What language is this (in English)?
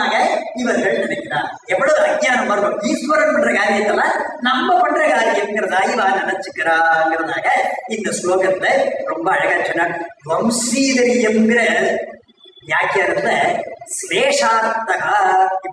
Tamil